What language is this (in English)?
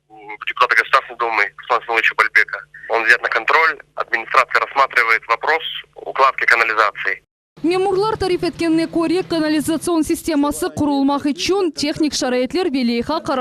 Crimean Tatar